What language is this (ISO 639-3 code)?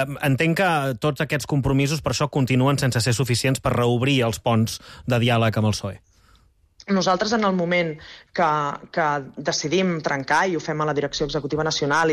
cat